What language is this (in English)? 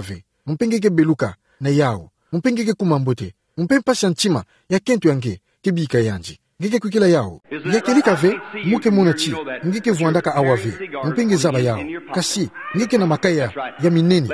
Kituba (Democratic Republic of Congo)